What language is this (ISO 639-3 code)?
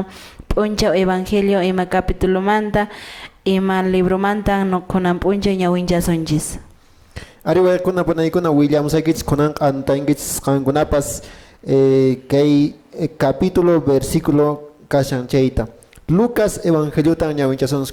que